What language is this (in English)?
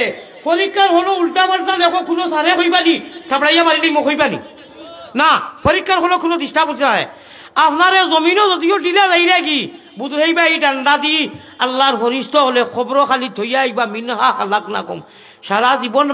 Sylheti